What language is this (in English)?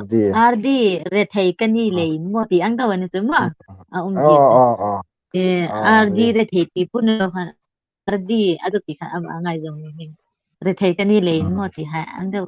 Hmar